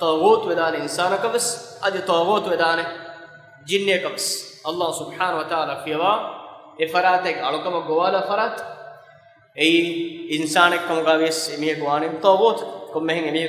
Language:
Divehi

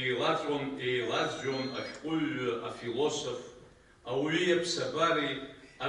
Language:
Abkhazian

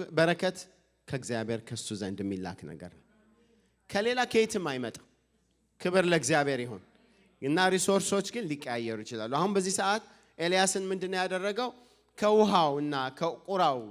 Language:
Amharic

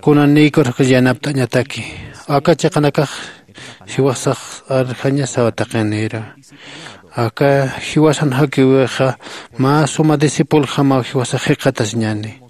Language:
Aymara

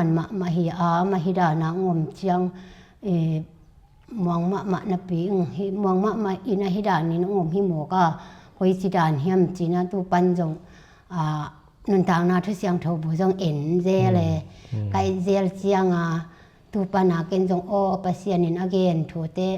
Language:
Tedim Chin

